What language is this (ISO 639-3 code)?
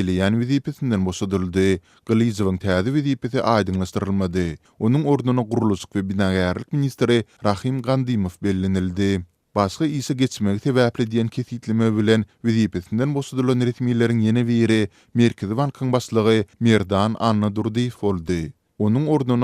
tuk